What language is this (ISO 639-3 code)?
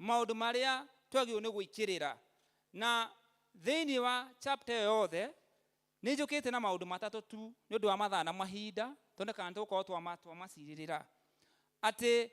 kik